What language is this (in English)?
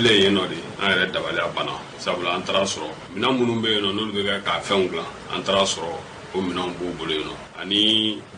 Bambara